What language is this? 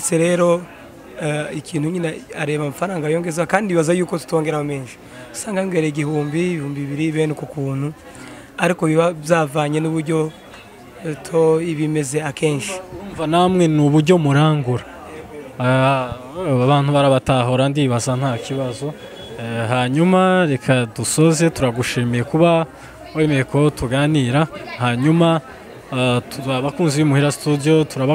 Kinyarwanda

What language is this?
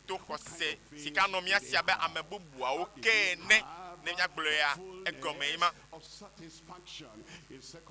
Ewe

